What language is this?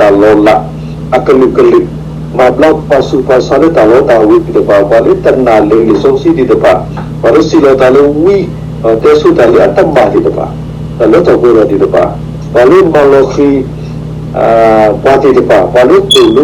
S'gaw Karen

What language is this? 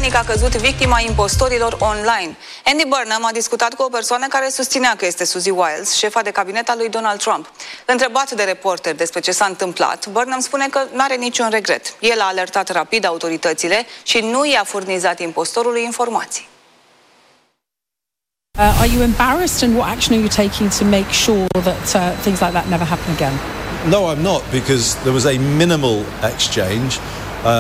Romanian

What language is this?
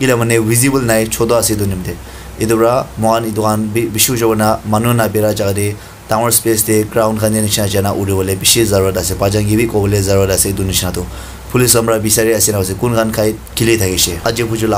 Naga Pidgin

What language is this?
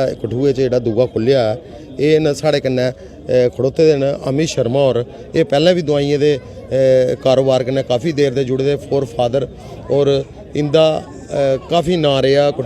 Dogri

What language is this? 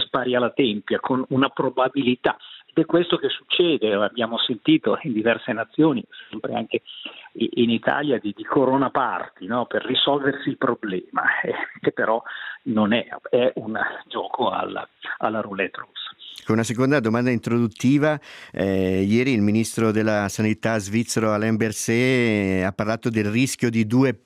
Italian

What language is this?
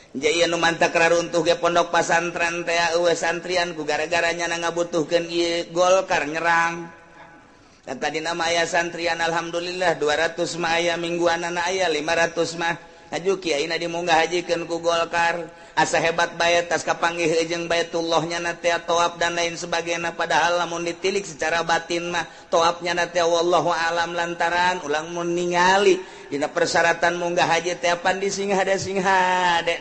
Sundanese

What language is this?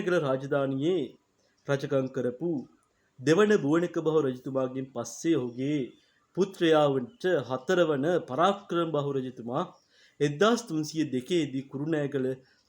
Sinhala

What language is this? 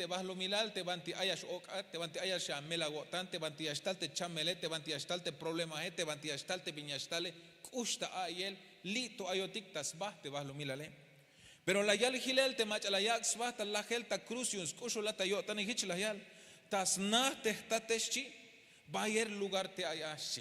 Tzeltal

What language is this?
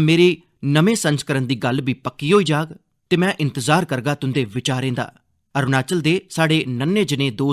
Dogri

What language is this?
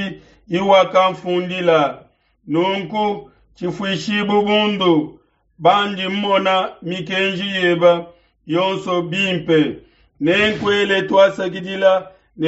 Luba-Lulua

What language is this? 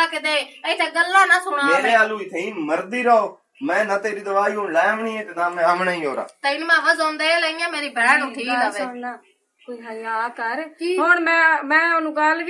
Western Panjabi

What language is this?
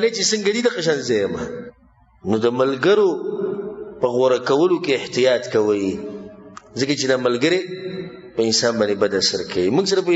Pashto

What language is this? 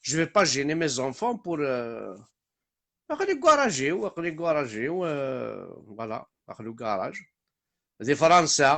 Kabyle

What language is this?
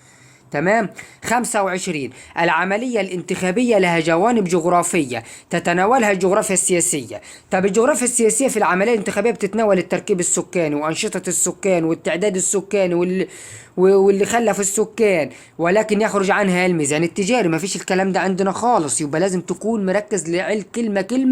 Egyptian Arabic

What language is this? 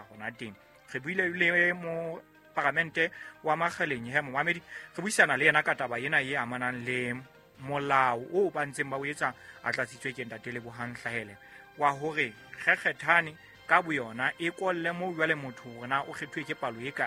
Southern Sotho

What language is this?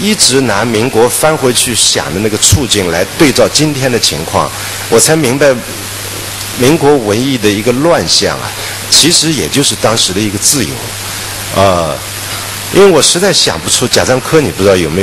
Chinese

